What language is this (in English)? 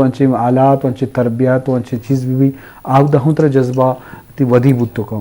Eastern Balochi